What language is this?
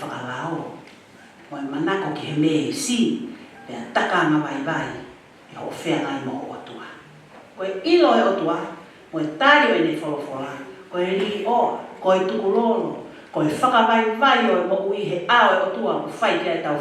Tongan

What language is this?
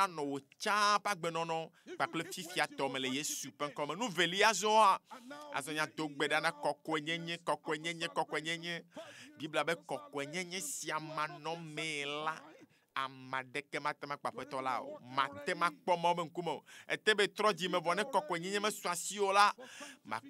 Ewe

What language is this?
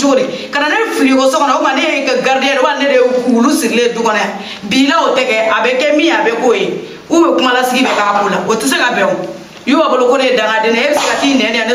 Bambara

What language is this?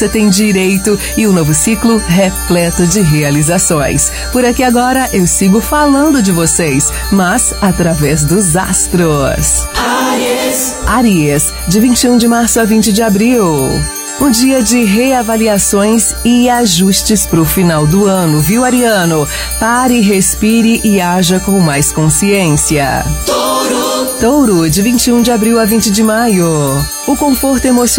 Portuguese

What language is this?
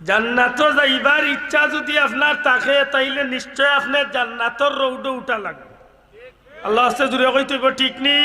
Sylheti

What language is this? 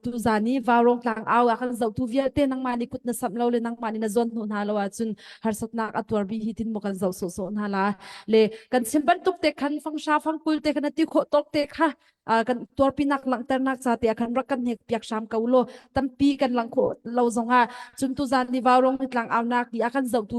Hakha Chin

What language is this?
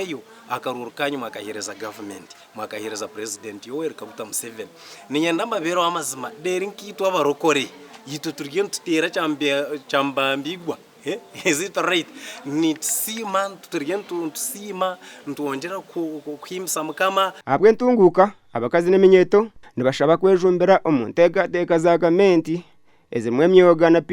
Nyankole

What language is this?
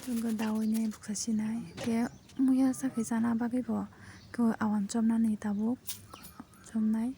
Kok Borok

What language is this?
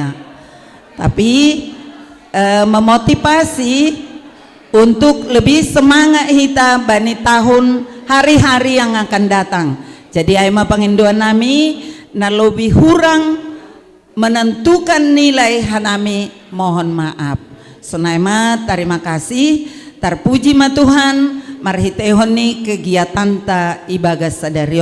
Batak Simalungun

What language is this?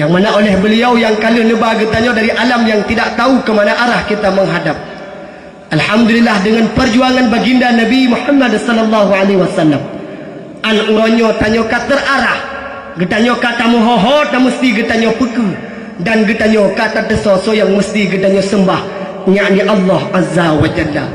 Achinese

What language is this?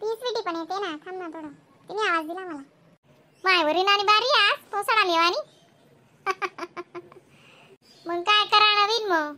Khandesi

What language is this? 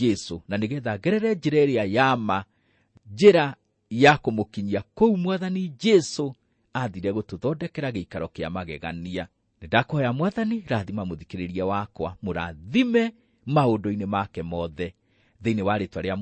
Kikuyu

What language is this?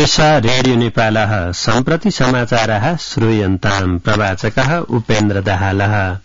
Sanskrit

